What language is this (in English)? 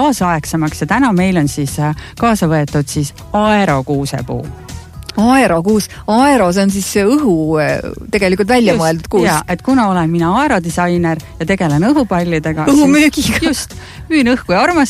Estonian